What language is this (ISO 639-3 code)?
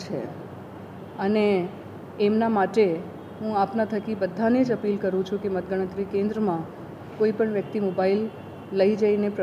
guj